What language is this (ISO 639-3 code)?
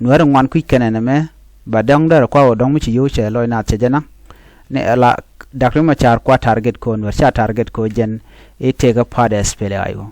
nus